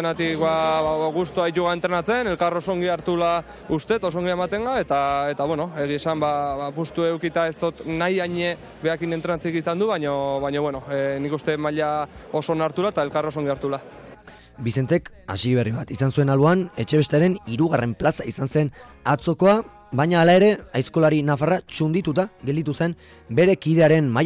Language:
Basque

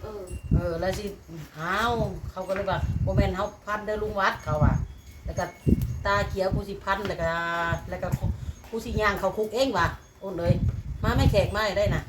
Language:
Northeastern Thai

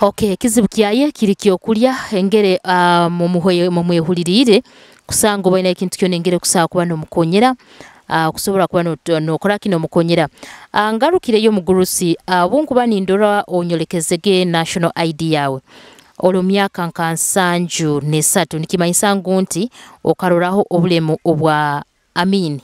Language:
Nyoro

